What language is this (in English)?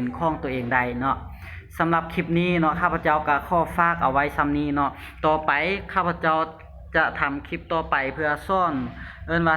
Lao